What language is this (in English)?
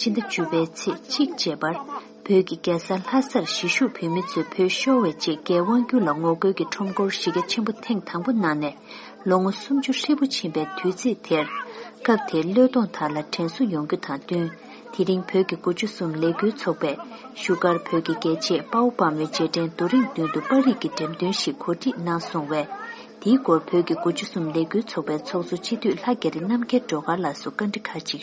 Tibetan